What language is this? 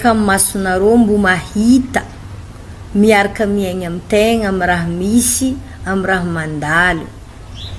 Malagasy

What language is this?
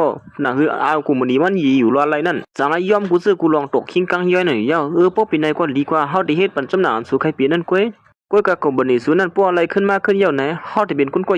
Shan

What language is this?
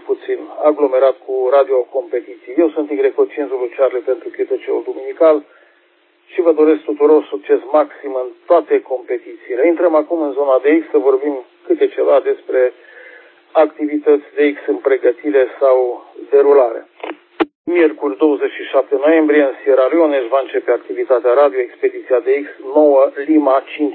Romanian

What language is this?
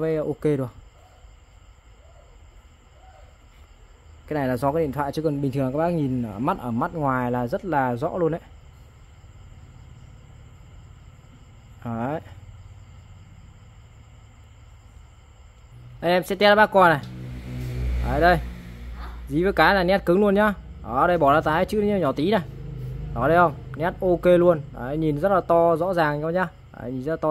Vietnamese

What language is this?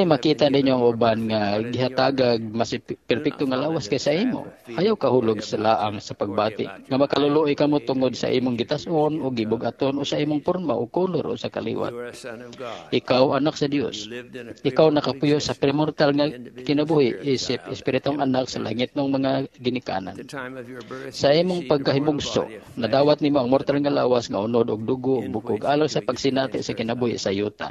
Cebuano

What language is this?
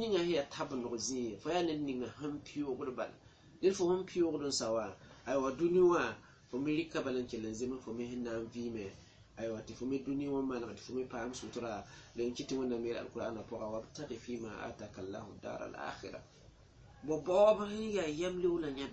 Mossi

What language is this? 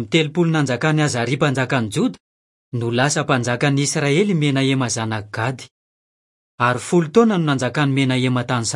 Malagasy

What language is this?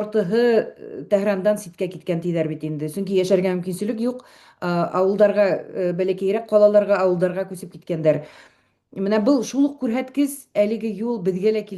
Bashkir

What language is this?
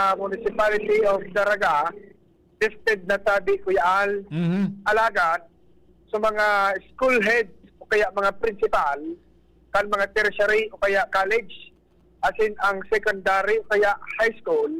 Bikol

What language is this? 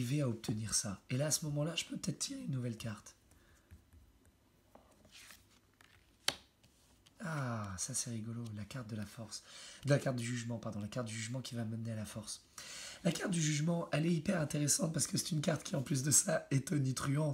French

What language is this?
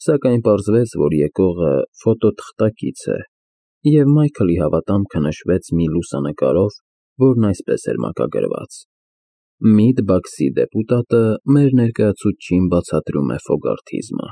Armenian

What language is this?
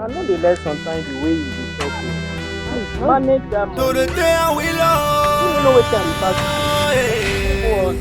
Nigerian Pidgin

